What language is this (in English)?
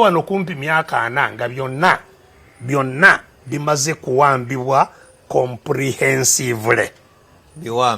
Ganda